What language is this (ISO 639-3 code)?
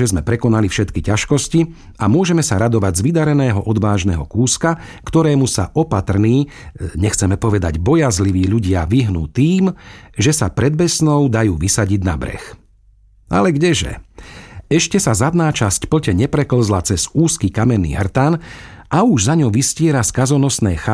slk